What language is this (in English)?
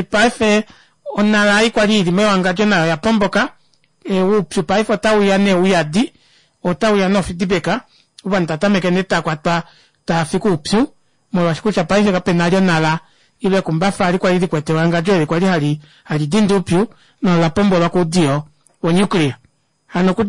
Kuanyama